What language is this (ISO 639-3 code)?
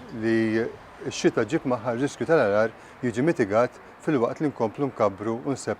mlt